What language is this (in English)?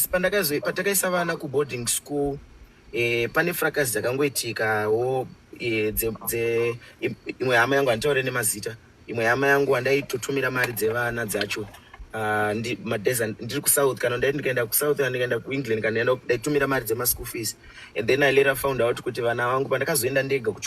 Shona